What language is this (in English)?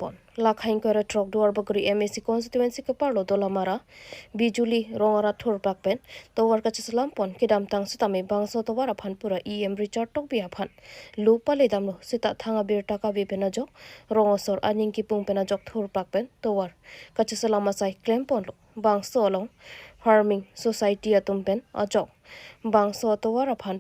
Karbi